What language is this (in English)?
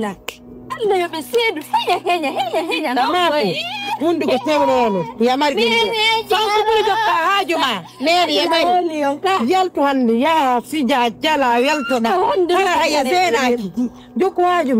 Pular